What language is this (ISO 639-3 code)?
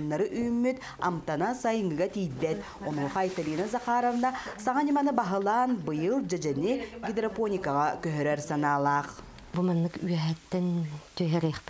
sah